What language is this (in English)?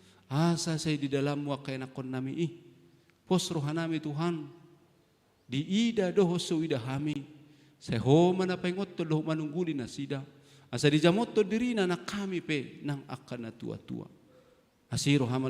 Batak Toba